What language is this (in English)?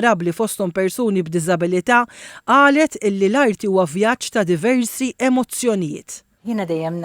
Maltese